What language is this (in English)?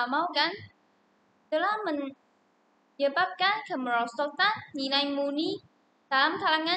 Malay